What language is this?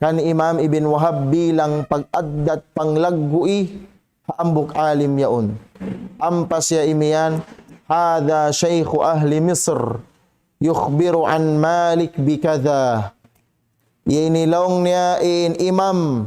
Tausug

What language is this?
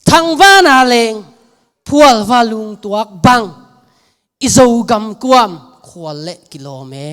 Tedim Chin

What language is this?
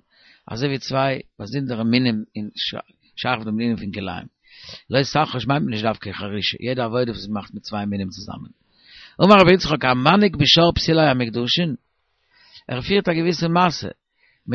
Yiddish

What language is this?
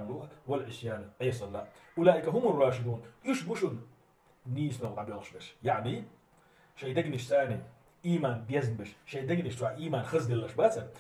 Chechen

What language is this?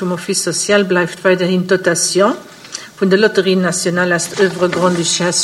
Luxembourgish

